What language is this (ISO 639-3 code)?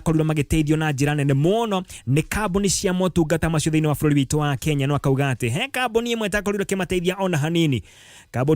kik